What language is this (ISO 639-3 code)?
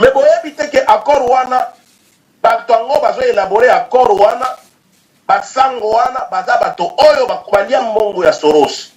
lin